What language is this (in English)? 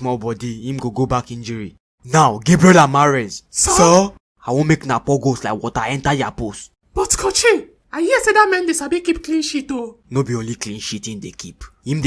Nigerian Pidgin